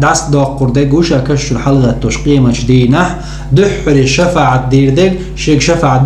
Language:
Chechen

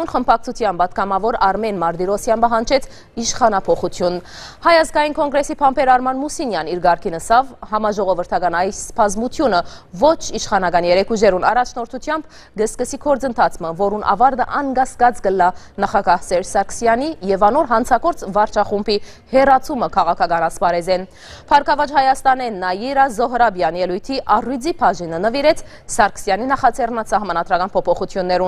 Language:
Western Armenian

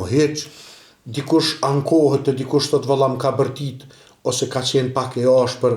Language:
Albanian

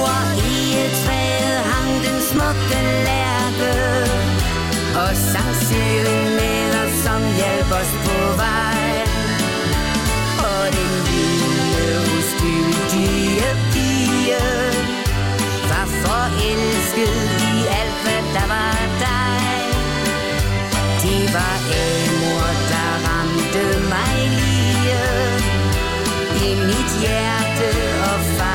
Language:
Danish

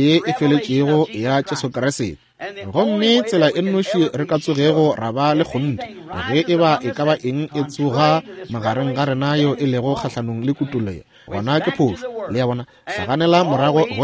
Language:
Northern Sotho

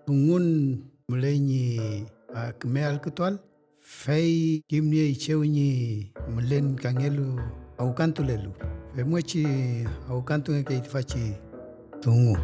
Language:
Mapuche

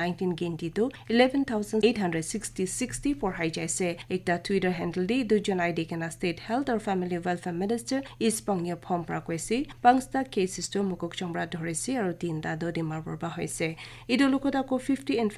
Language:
Naga Pidgin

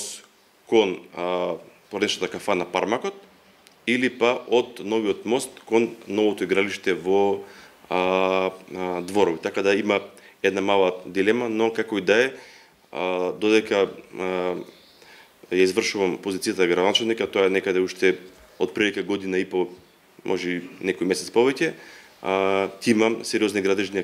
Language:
Macedonian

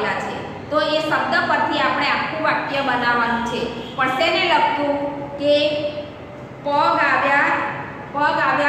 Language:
Gujarati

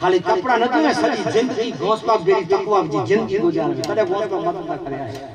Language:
Sindhi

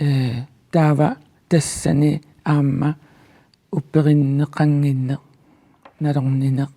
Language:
Kalaallisut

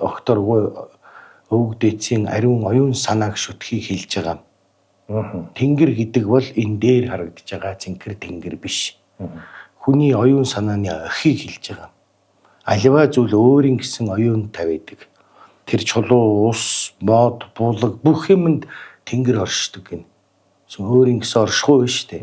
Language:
Mongolian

